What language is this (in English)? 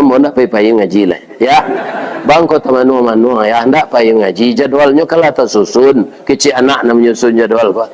Minangkabau